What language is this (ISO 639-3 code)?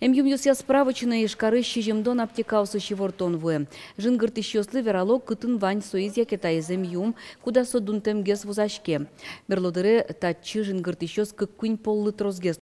udm